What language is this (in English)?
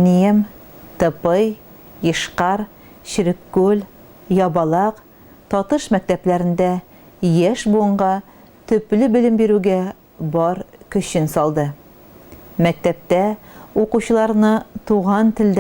Tatar